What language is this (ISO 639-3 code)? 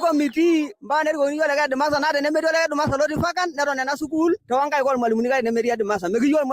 mas